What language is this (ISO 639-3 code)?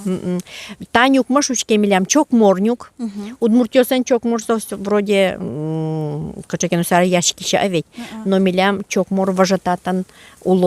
udm